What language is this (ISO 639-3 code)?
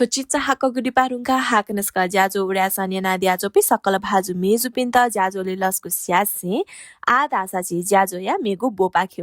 new